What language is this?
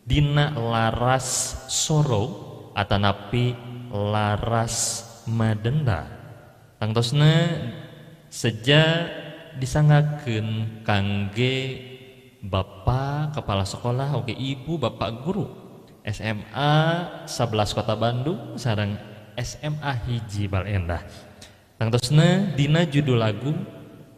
Sundanese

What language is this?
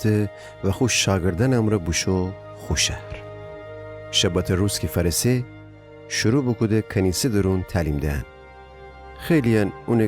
Gilaki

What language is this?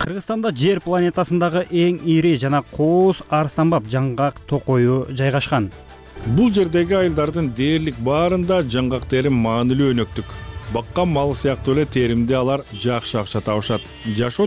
Kyrgyz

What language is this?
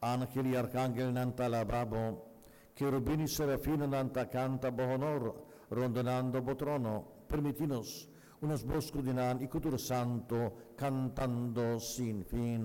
Papiamento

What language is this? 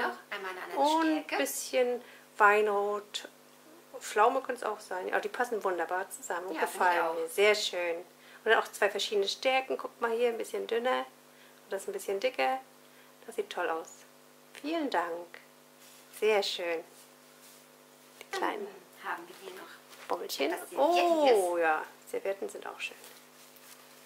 German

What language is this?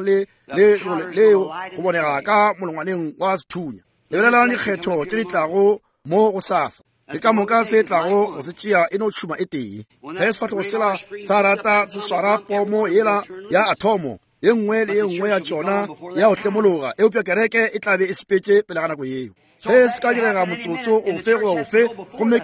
Northern Sotho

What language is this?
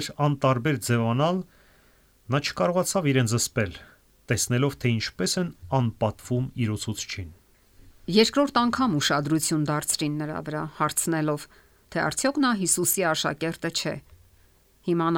Armenian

